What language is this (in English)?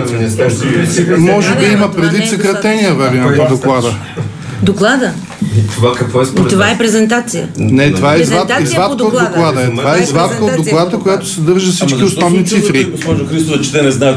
Bulgarian